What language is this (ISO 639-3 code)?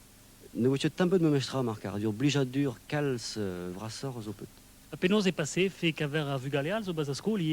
bre